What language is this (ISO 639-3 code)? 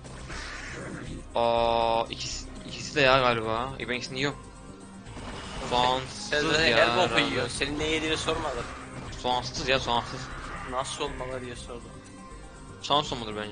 tur